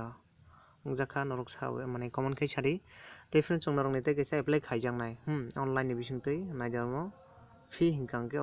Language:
Kok Borok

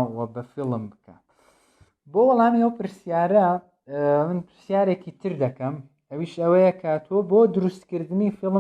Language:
Central Kurdish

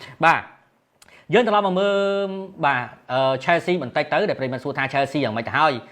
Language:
Khmer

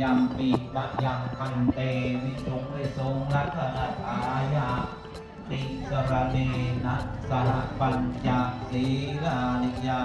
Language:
Pali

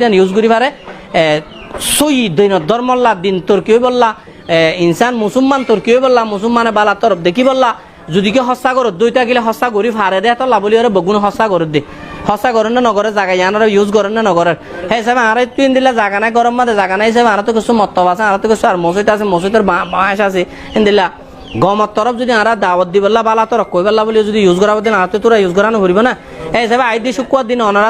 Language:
Rohingya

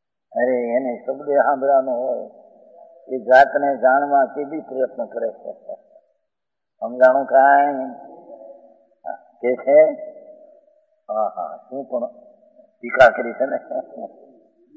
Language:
Gujarati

